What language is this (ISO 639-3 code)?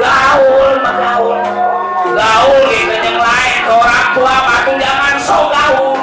bew